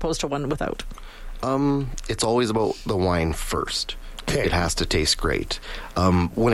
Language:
English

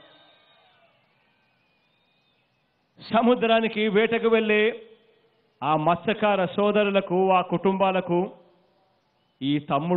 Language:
Telugu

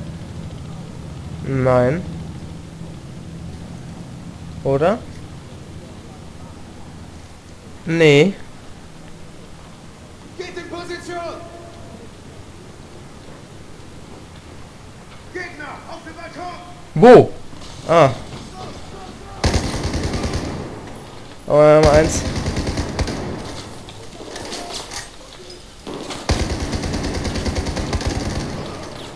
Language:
German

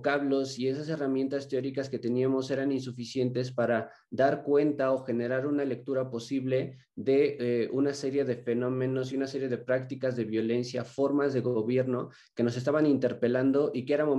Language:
Spanish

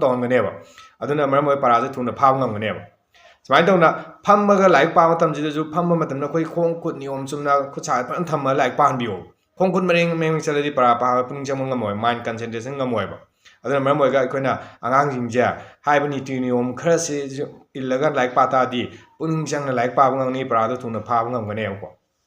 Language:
Manipuri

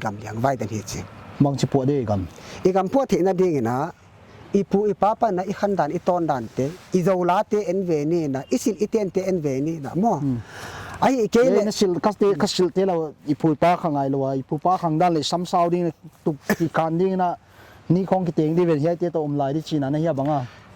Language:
Paite Chin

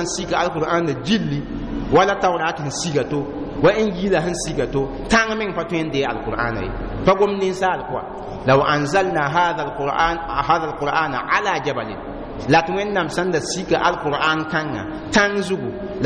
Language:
Mossi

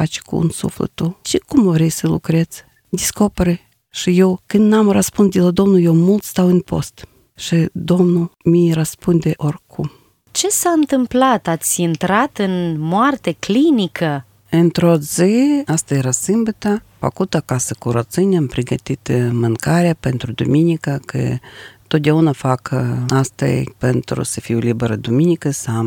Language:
Romanian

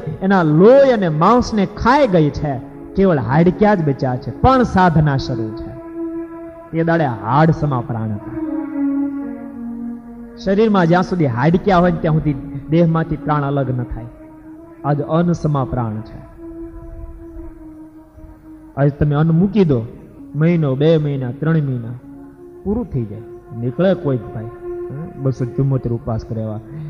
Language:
Gujarati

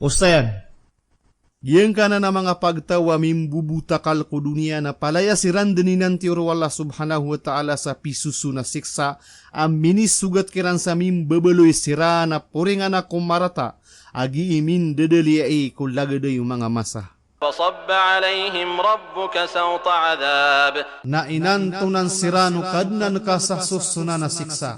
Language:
Maranao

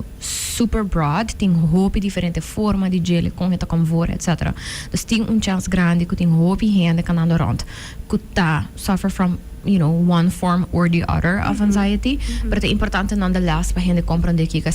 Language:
Papiamento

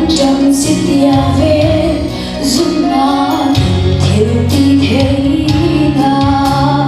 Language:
Falam Chin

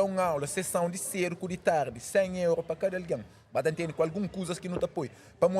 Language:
Kabuverdianu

